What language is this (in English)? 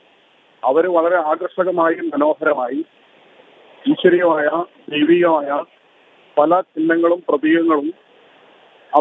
Malayalam